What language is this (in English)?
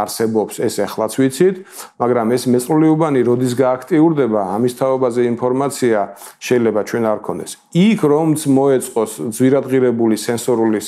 Georgian